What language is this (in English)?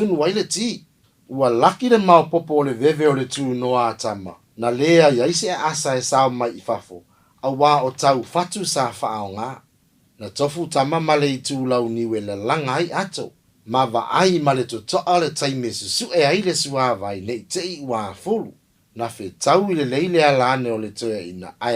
Samoan